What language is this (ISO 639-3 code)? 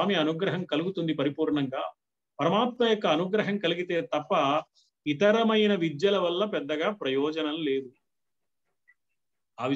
tel